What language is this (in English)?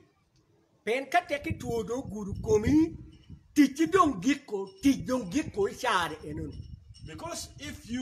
Acoli